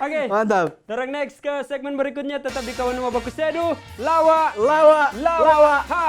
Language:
Manado Malay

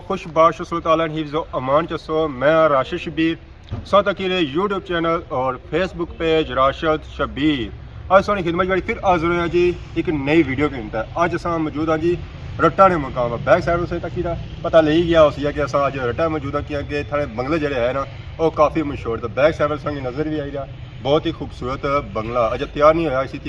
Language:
Pahari-Potwari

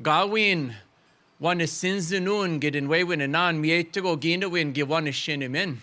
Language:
Chippewa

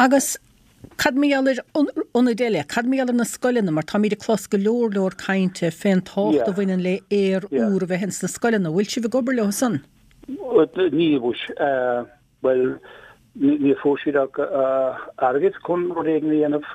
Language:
Irish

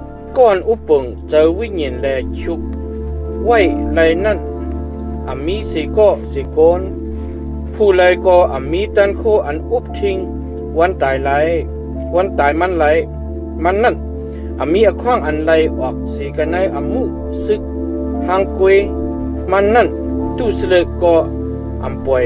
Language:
Shan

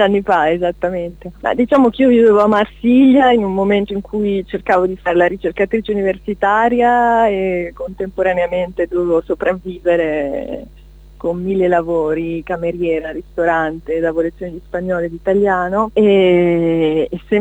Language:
Italian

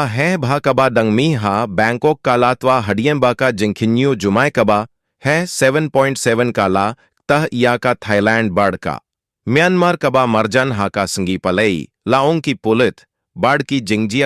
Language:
Khasi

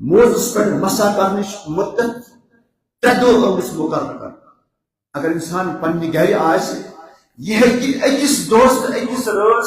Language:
Kashmiri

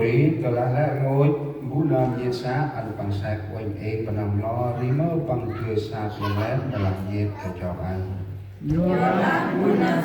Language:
Central Mnong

